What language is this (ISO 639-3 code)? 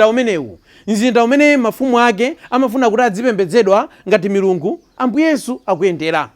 nya